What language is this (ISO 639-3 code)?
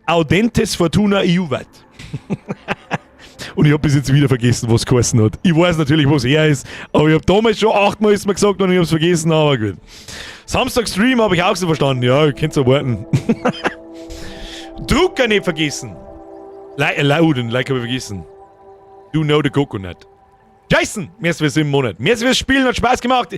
bar